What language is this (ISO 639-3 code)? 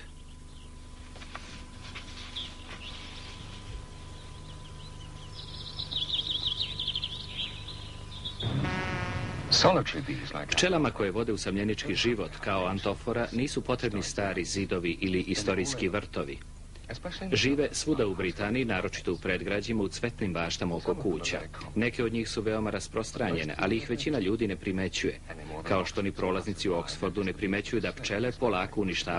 srp